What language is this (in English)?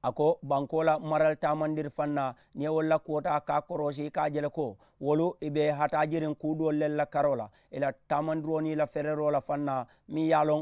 Mandingo